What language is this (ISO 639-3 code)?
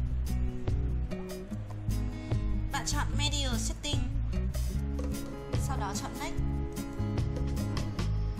vie